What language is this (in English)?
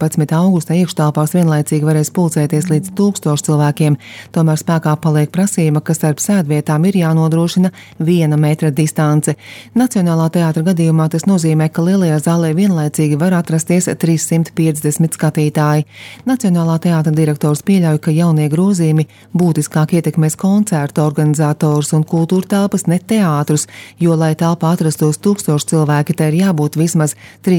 Latvian